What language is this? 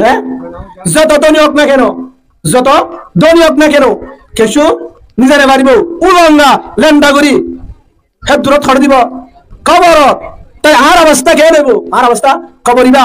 Rohingya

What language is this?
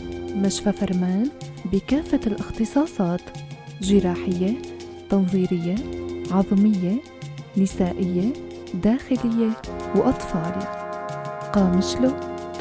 North Levantine Arabic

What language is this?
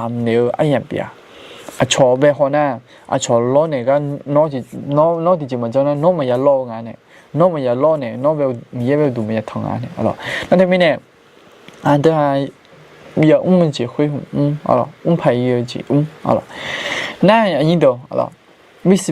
Akha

